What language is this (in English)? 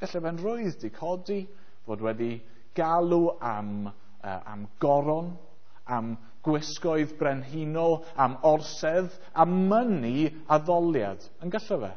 Welsh